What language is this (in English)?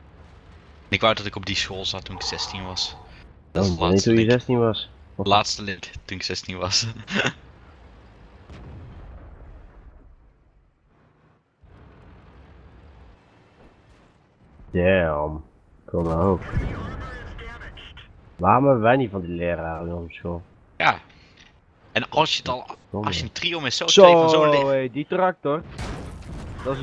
Dutch